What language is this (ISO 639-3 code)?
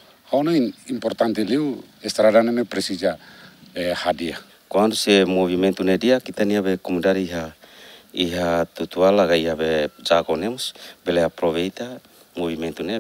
tet